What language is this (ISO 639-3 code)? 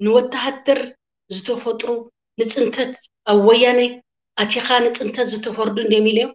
tir